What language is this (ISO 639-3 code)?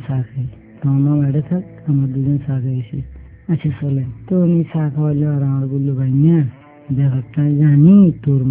ben